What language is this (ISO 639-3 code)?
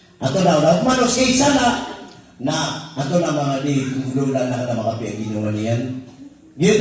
mrw